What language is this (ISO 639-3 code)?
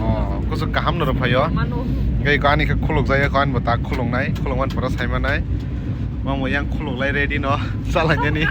trp